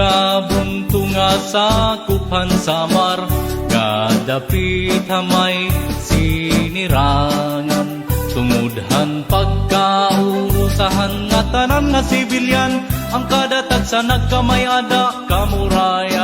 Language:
Waray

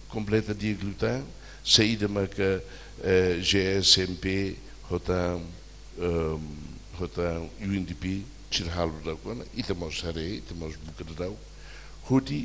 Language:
Tetum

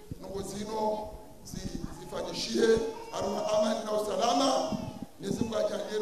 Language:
Ngazidja Comorian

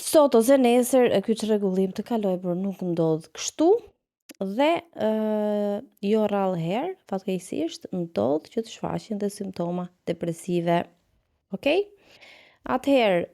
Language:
Albanian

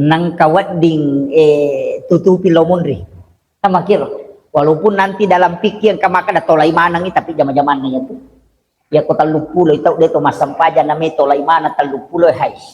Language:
Buginese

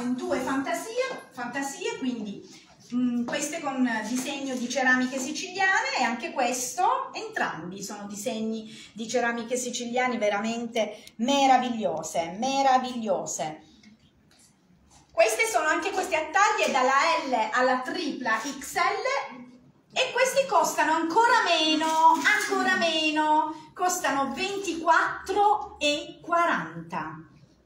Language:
Italian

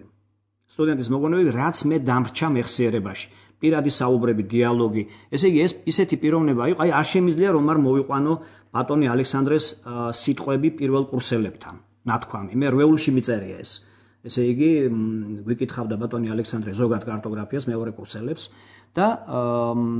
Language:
Georgian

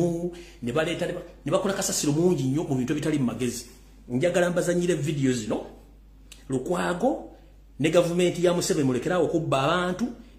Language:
Ganda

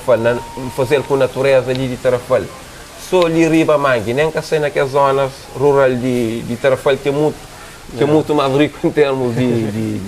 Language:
Kabuverdianu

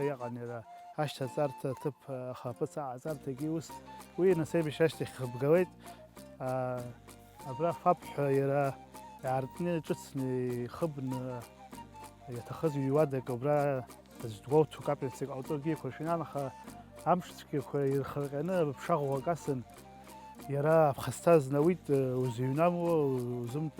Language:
Abkhazian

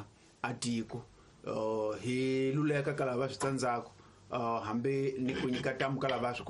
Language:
Tsonga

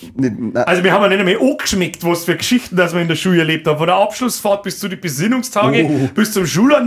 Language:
Bavarian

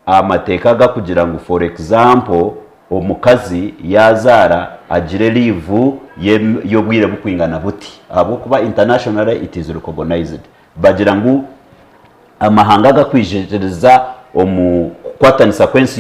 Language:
Nyankole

